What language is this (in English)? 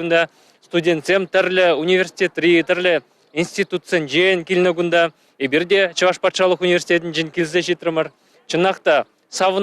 Chuvash